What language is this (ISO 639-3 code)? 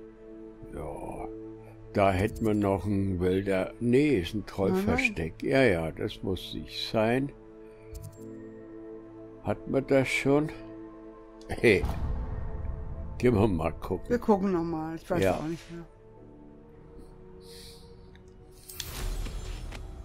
deu